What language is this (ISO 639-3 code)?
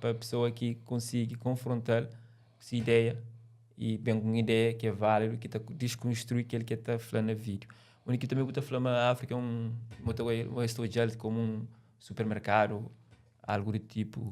kea